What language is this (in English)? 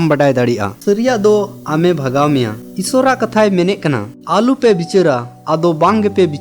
Santali